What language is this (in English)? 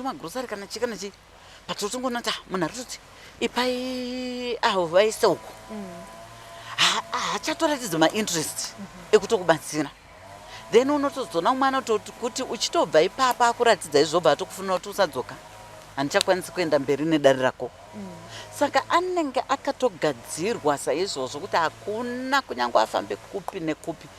Shona